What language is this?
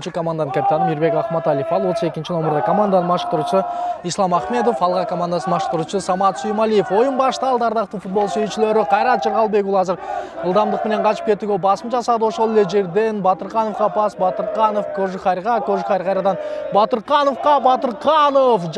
Kyrgyz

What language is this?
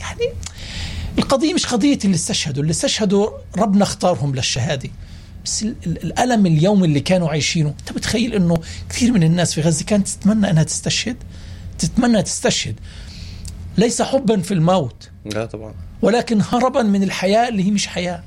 North Levantine Arabic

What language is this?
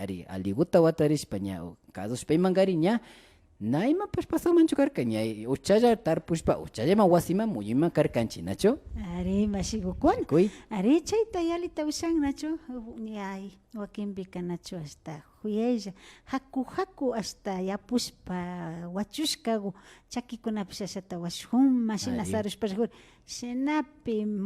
Imbabura Highland Quichua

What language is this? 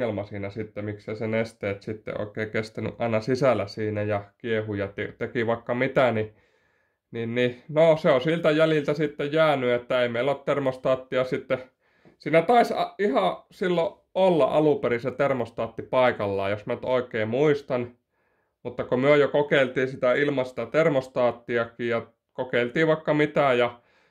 Finnish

